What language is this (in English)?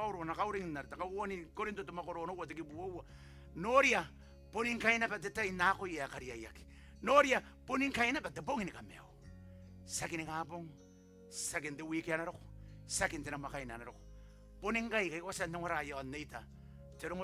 Gilbertese